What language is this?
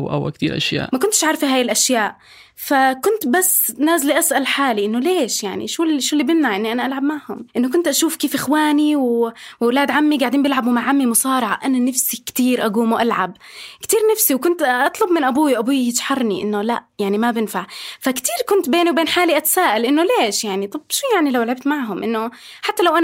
North Levantine Arabic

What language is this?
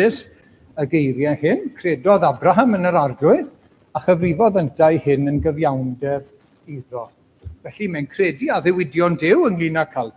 Welsh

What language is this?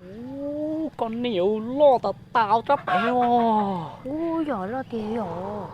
Hmong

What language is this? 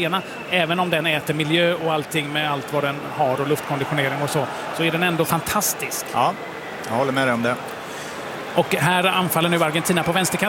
Swedish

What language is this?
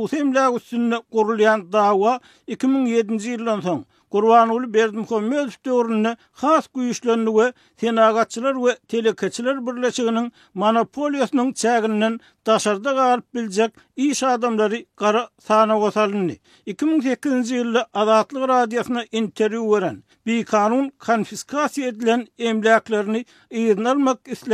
Turkmen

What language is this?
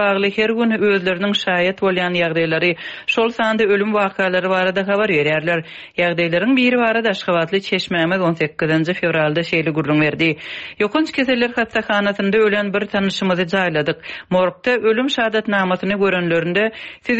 Turkmen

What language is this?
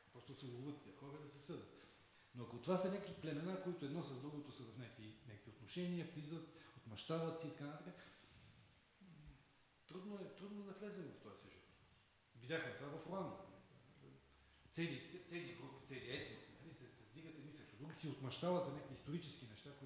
Bulgarian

